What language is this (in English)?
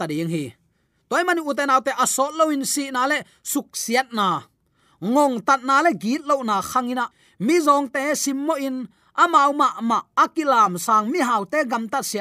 Tedim Chin